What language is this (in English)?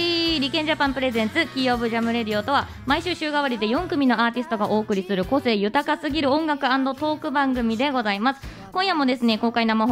Japanese